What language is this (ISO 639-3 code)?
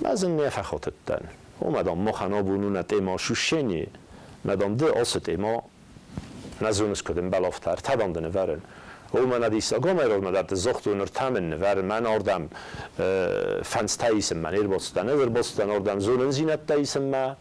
oss